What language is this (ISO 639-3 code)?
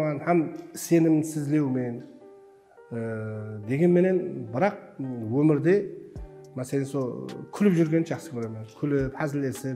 kaa